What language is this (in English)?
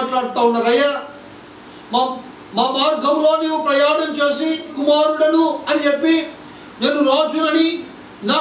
Telugu